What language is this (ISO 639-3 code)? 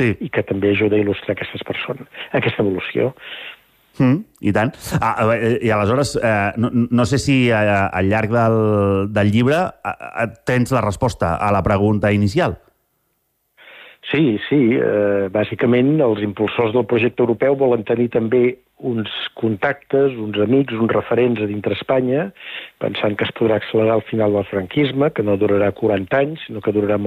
cat